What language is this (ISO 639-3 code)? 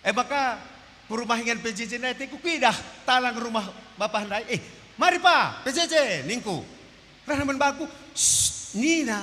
btx